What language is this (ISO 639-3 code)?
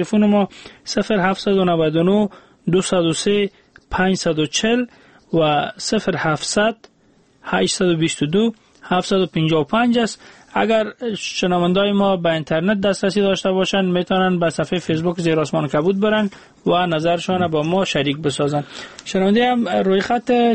fas